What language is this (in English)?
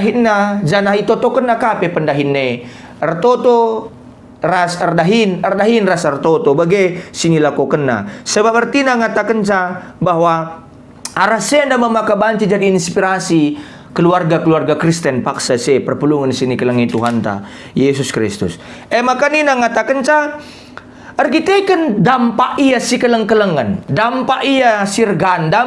Batak Karo